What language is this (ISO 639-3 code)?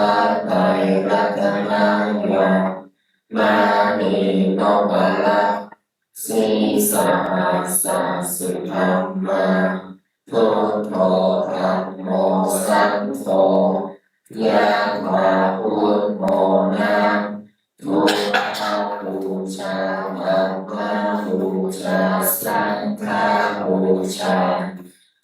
pli